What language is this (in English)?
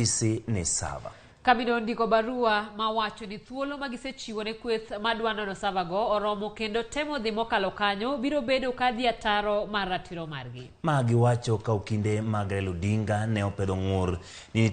Luo (Kenya and Tanzania)